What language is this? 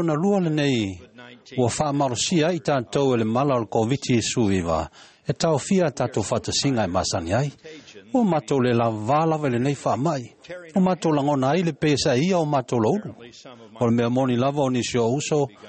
Samoan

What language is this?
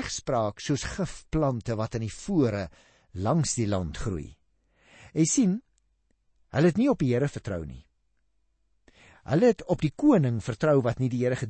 Afrikaans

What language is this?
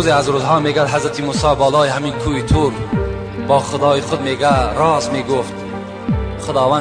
Tajik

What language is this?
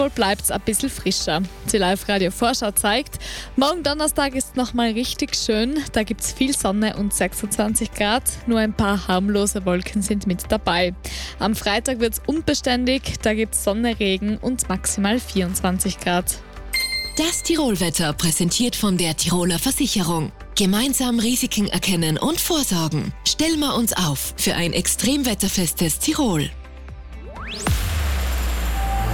German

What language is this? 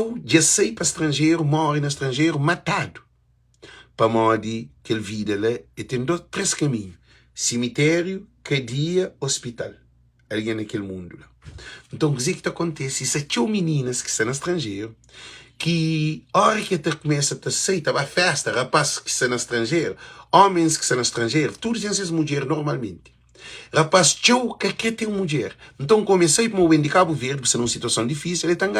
Kabuverdianu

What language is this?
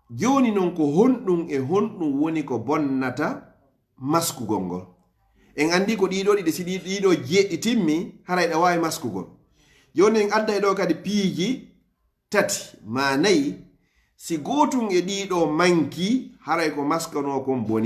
Pular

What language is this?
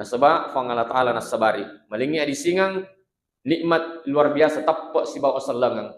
Buginese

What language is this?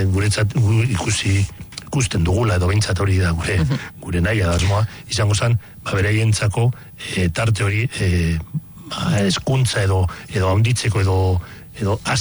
Basque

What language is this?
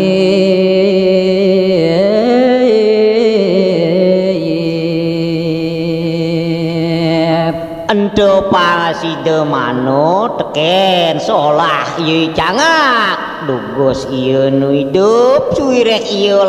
Balinese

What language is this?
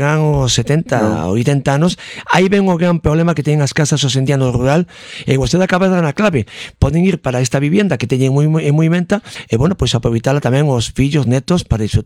Galician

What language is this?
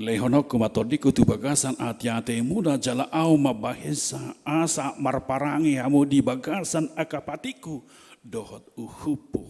Batak Toba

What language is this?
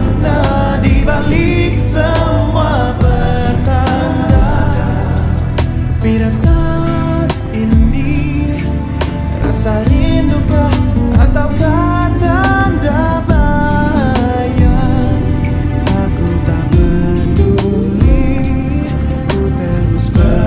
Indonesian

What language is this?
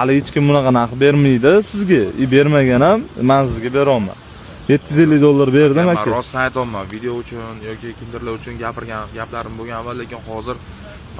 Uzbek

